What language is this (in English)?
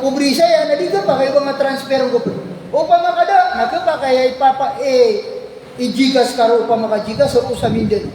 Maranao